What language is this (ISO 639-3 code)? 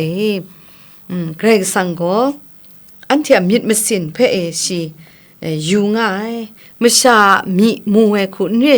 kac